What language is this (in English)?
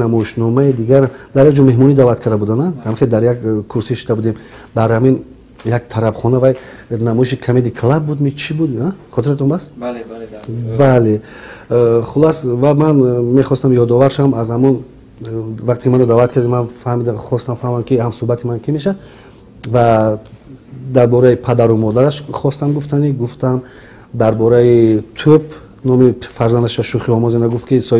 Tajik